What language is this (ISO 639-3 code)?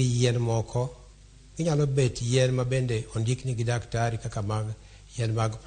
luo